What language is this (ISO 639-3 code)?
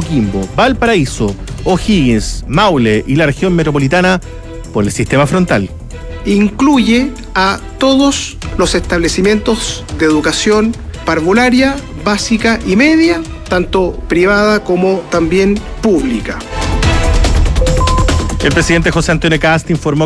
spa